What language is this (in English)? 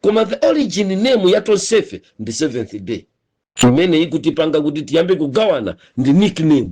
Nyanja